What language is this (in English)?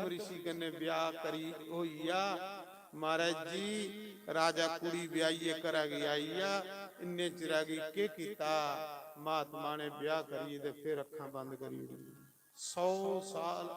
Dogri